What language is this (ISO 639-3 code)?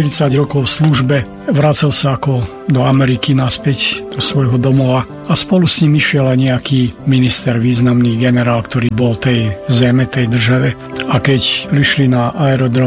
slk